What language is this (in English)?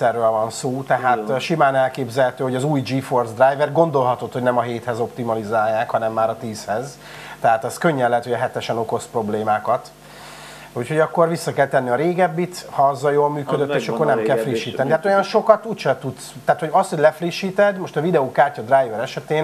Hungarian